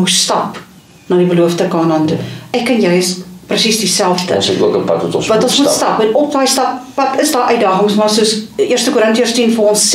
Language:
Afrikaans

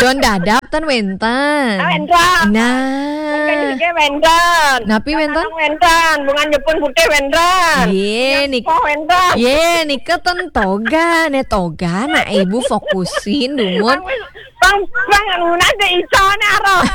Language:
Balinese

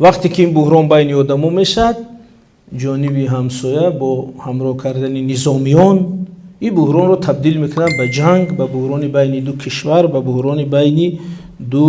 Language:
Tajik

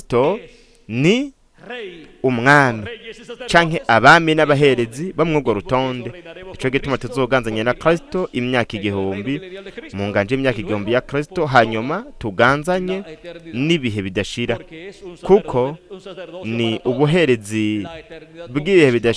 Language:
Rundi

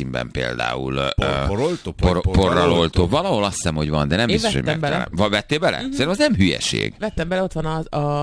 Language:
Hungarian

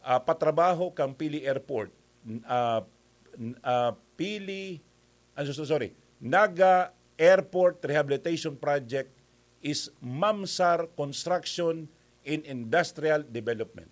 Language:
Bikol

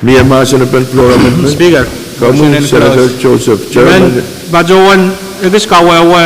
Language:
Pohnpeian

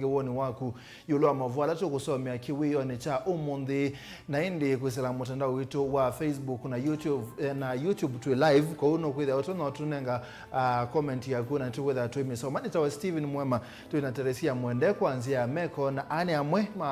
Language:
Kamba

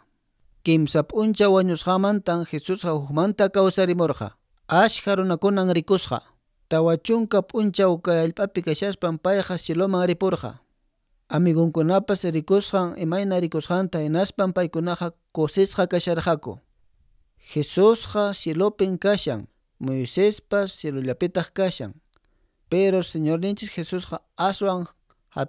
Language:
Quechua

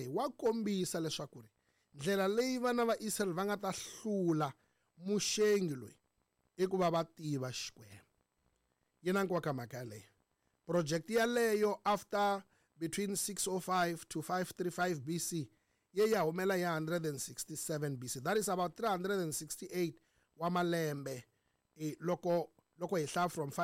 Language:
Tsonga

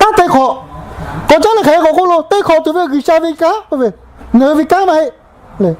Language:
Lahu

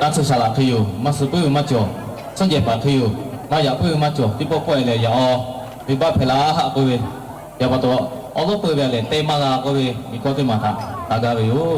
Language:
Lahu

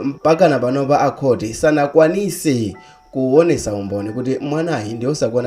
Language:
Nyanja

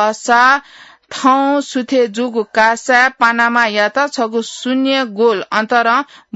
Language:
Newari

